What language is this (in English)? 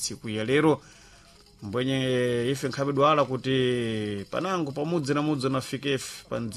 Sena